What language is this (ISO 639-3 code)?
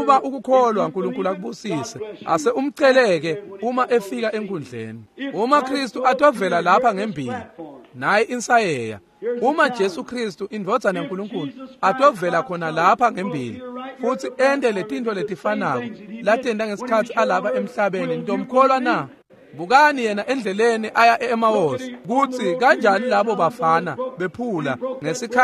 ssw